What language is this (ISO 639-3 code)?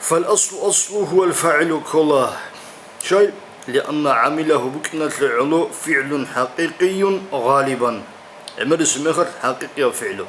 ava